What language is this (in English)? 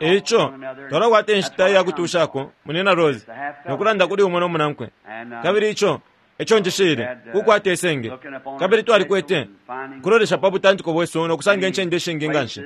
Bemba